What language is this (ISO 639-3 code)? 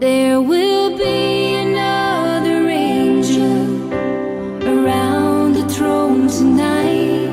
nsm